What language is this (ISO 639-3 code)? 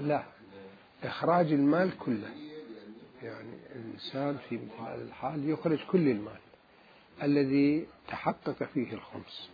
acm